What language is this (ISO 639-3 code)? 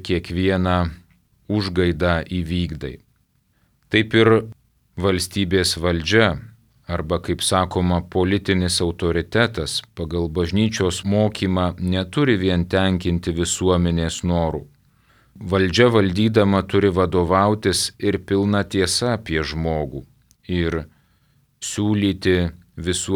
lit